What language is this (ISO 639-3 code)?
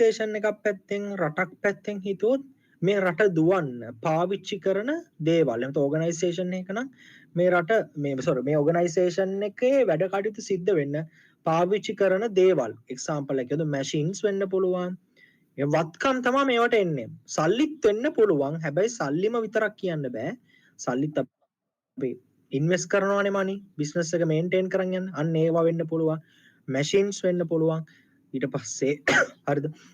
sin